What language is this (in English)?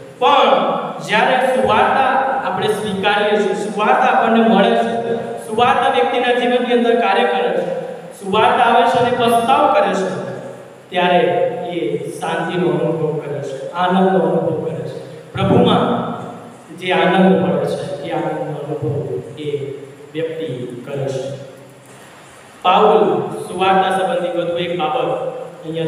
Gujarati